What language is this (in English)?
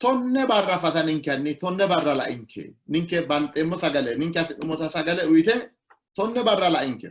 Sidamo